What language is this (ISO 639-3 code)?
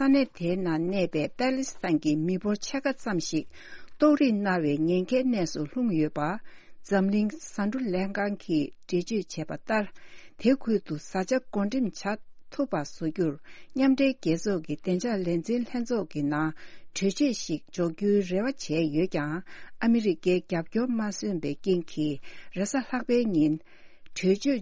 bod